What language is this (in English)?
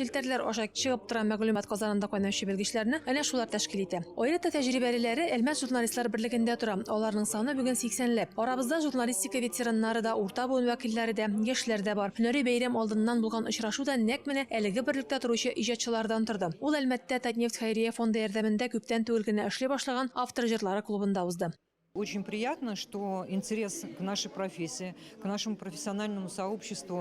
Tatar